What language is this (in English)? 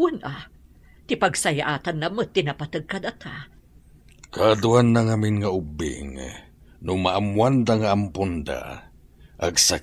Iloko